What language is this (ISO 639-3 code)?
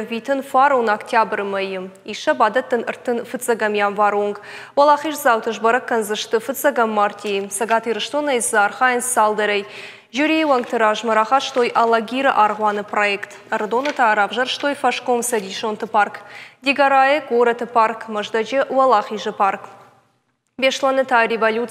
oss